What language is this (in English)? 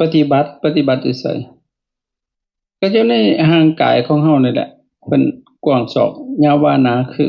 Lao